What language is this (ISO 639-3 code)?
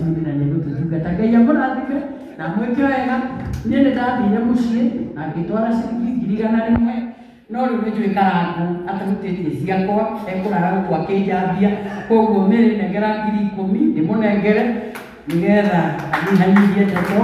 kik